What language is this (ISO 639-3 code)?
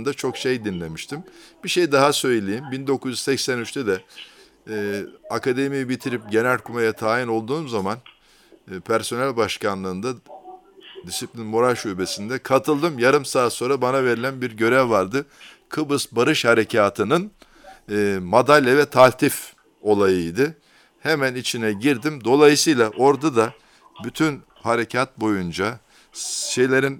tur